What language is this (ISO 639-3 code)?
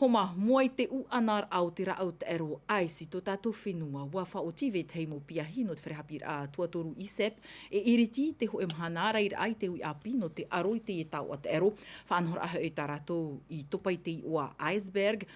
tah